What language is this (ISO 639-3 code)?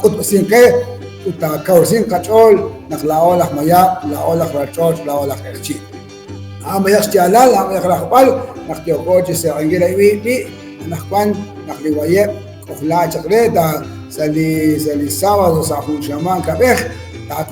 kek